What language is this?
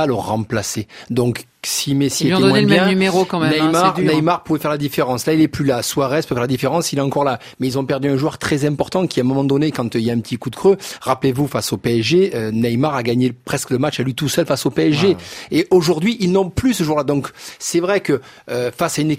French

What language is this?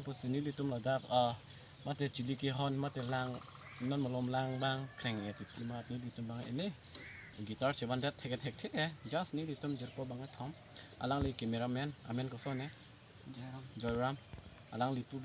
Karbi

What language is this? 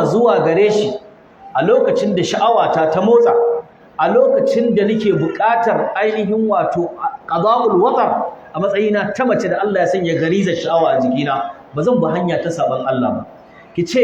Hausa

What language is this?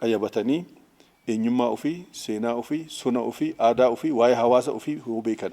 Oromo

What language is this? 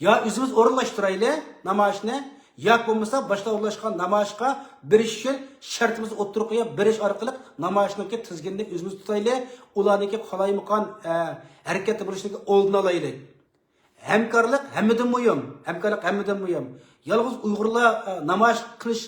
Uyghur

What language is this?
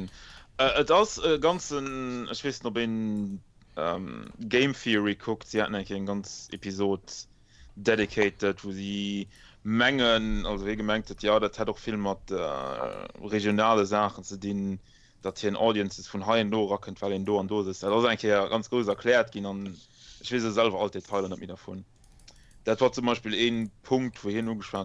Luxembourgish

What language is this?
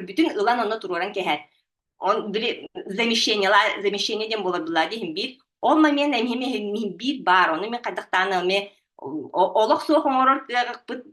Yakut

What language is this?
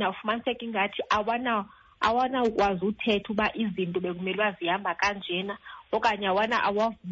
Xhosa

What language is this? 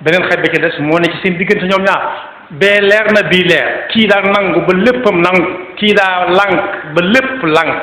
Wolof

